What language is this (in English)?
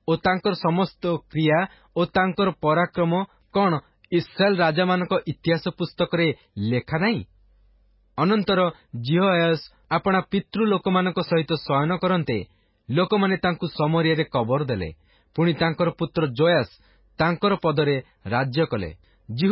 Odia